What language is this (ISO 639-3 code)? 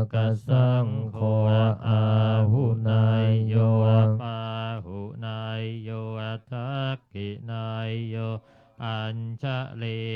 pli